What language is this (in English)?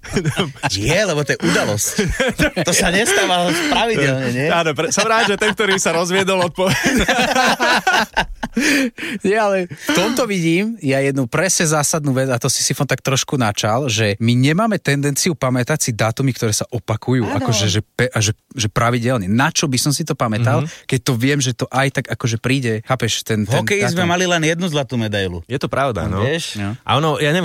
Slovak